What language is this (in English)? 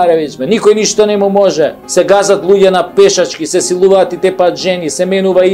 Macedonian